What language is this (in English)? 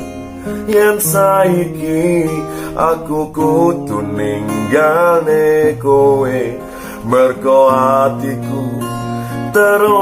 Javanese